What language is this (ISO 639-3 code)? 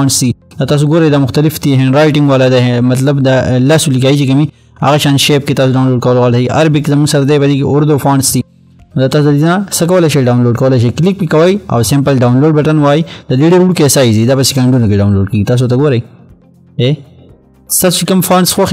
pus